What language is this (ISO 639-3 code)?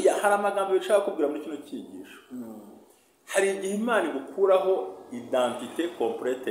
kin